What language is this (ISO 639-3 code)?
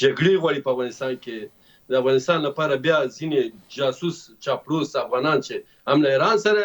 pus